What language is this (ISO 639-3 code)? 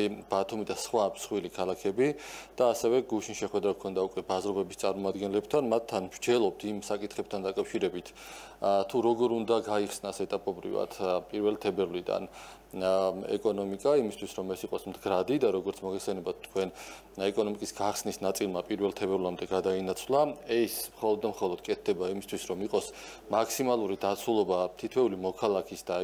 kat